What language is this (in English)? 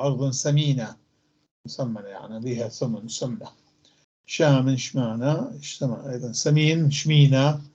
North Levantine Arabic